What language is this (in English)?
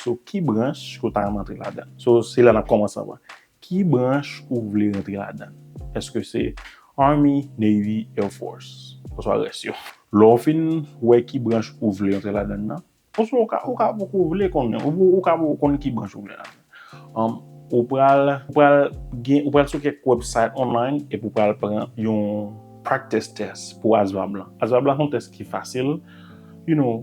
Haitian Creole